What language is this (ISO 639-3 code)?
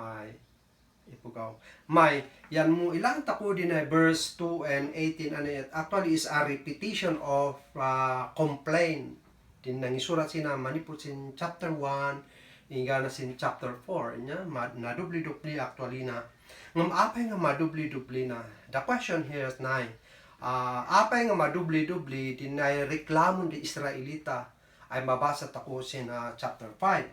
kne